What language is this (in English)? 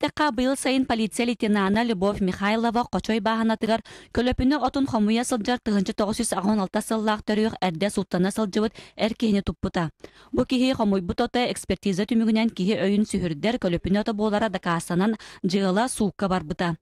Yakut